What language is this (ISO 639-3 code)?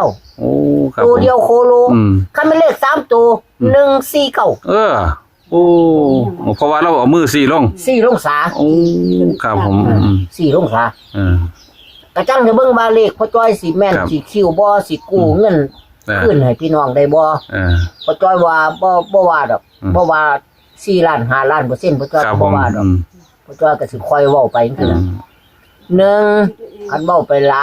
tts